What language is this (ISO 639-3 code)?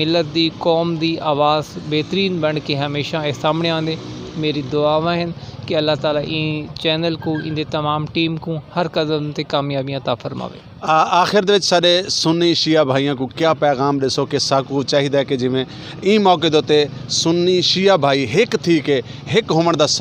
skr